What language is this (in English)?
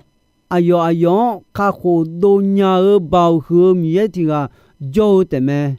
Akha